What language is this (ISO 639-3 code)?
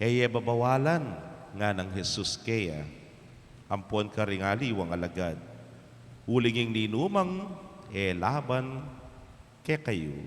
pam